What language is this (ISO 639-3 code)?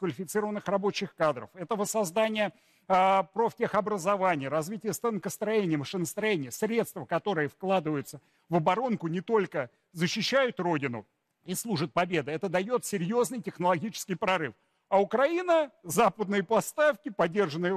rus